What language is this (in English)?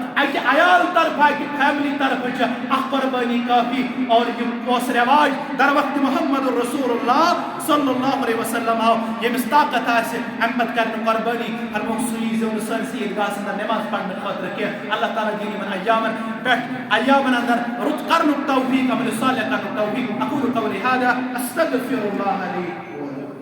Kashmiri